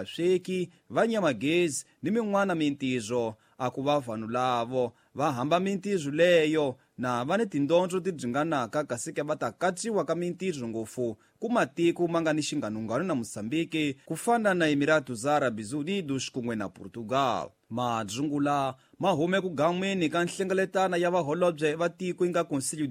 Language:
Tsonga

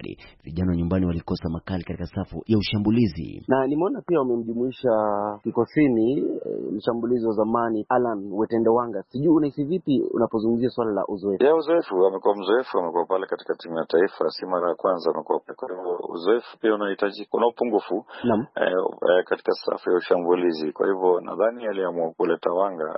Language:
Swahili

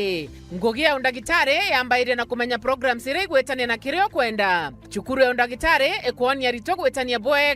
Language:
Meru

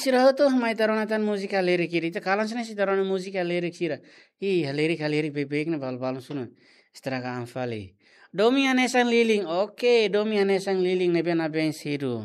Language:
Tetum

